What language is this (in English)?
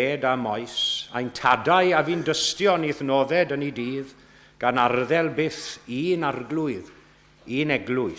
Welsh